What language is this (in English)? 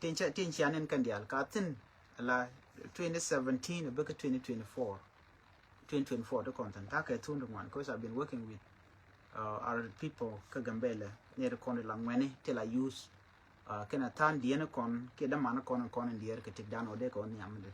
Nuer